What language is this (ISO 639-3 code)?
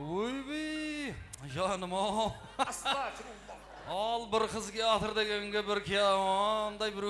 kaa